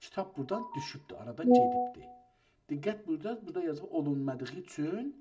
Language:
South Azerbaijani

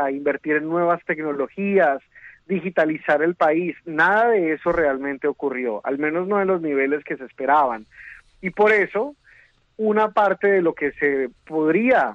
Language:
Spanish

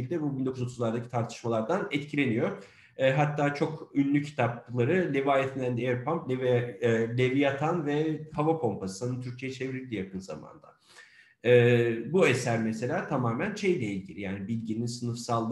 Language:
Turkish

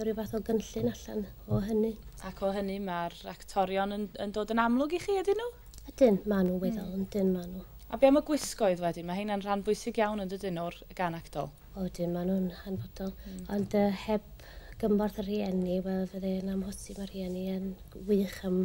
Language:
Welsh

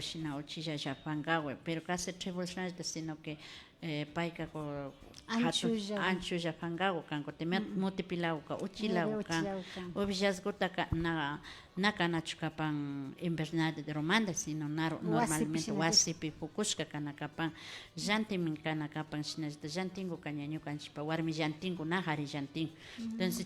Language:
Imbabura Highland Quichua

